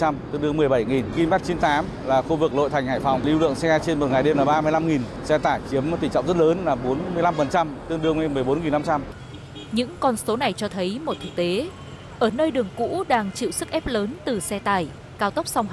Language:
Vietnamese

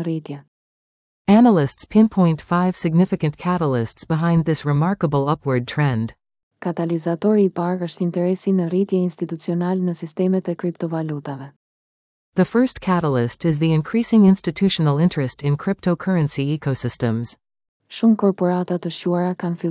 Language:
Albanian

